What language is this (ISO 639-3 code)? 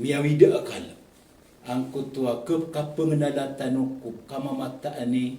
mrw